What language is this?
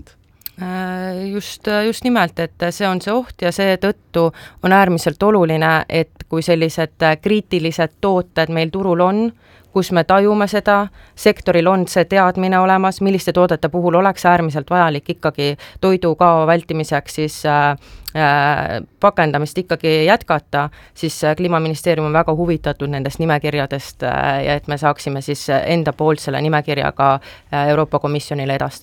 Estonian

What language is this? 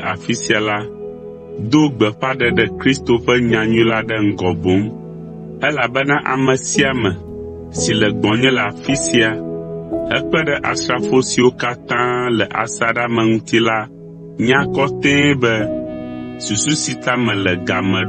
Ewe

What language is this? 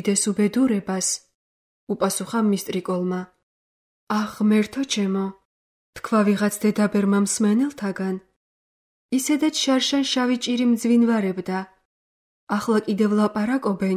Georgian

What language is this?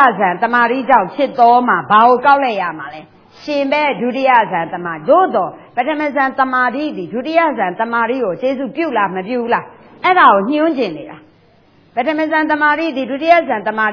Burmese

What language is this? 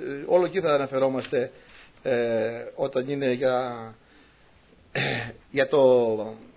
Greek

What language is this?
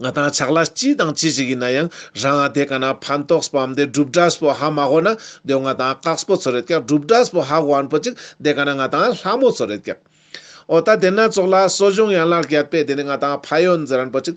Ladakhi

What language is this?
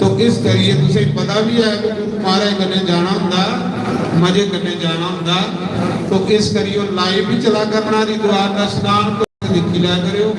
Dogri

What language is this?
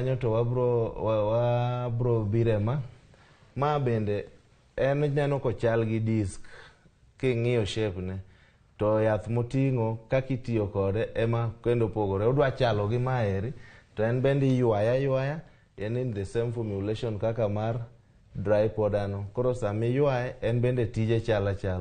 Luo (Kenya and Tanzania)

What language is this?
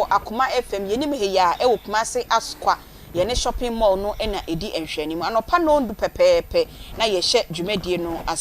Akan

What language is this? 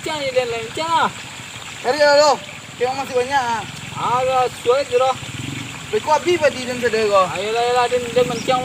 Minangkabau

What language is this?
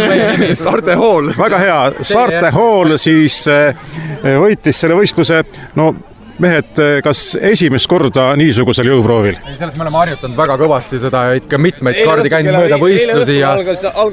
Estonian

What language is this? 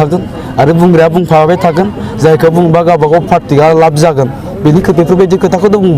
Bodo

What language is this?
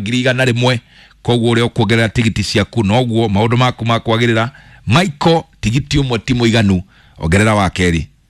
Kikuyu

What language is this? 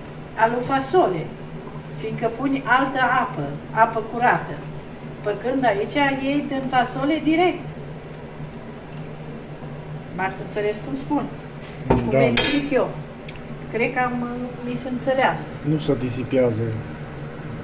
Romanian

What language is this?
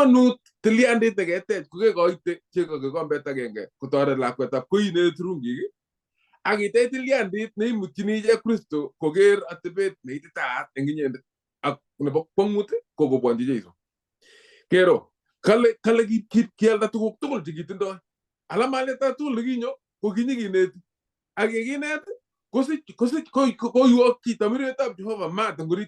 Kalenjin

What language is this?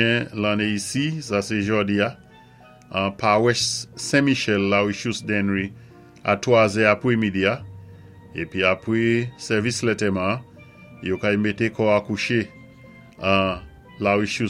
Saint Lucian Creole French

